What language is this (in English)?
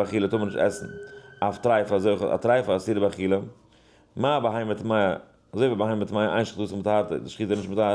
Yiddish